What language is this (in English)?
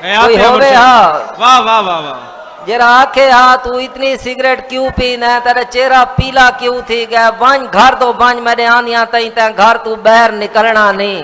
Saraiki